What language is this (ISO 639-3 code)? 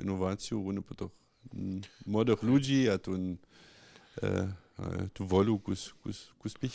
hsb